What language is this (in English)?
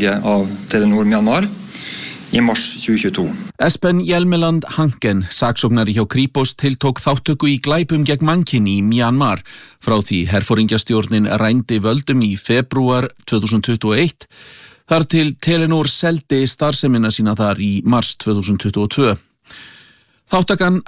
Icelandic